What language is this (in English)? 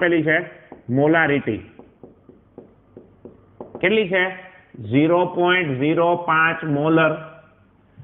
Gujarati